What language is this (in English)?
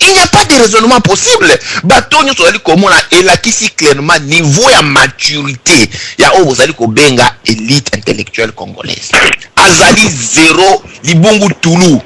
Lingala